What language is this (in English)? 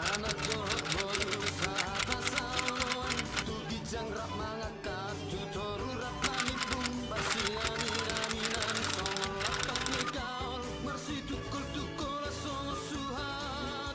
Batak Toba